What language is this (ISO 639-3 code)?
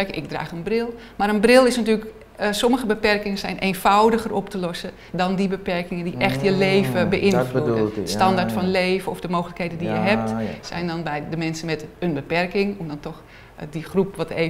nld